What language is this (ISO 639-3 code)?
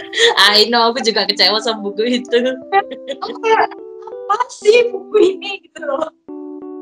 ind